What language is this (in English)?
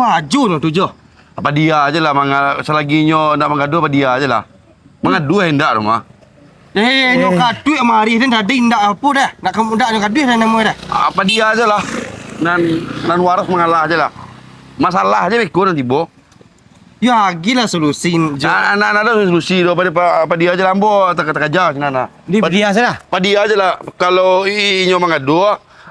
Minangkabau